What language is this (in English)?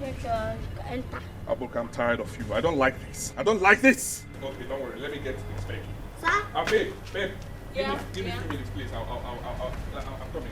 Nigerian Pidgin